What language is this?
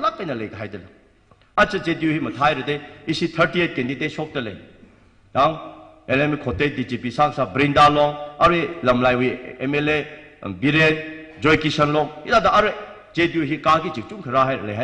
Tangkhul Naga (India)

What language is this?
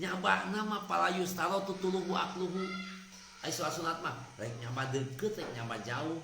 Sundanese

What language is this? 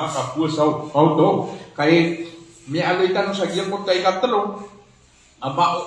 Maranao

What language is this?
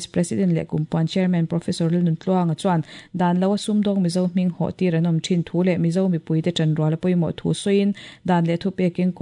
Mizo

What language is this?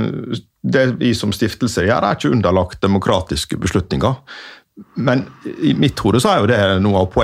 Norwegian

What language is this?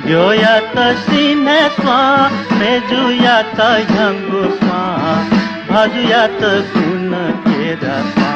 Newari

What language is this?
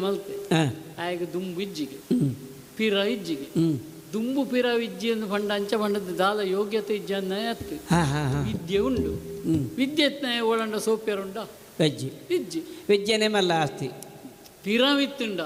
Tulu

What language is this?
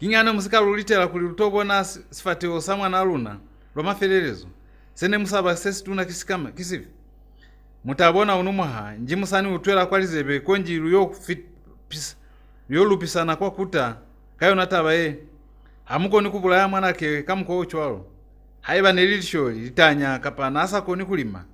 Lozi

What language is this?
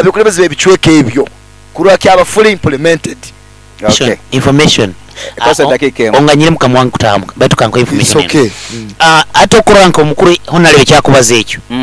Nyoro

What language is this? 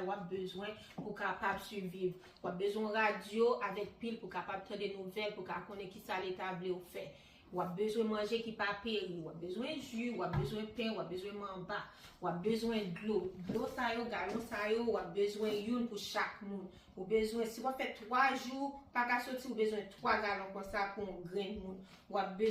Haitian Creole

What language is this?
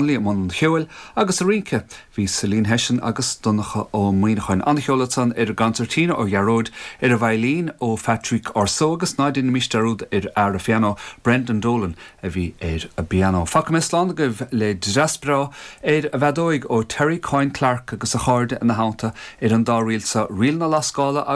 Irish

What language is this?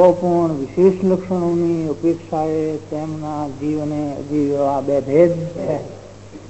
Gujarati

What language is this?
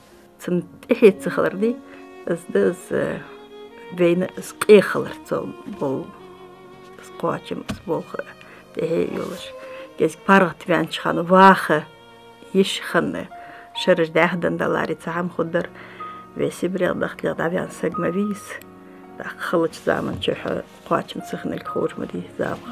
Ingush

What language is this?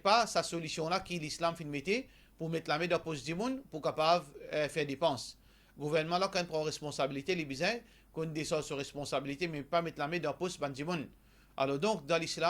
Morisyen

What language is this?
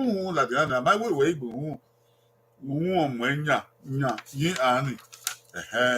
Bini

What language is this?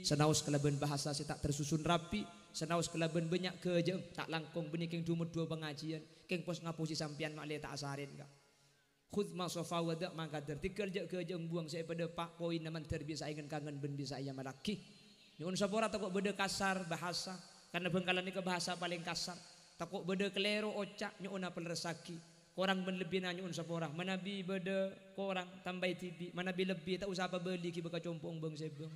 Madurese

